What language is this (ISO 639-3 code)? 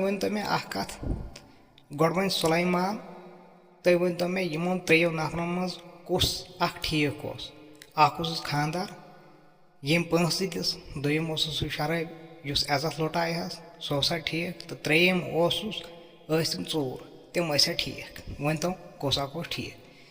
kas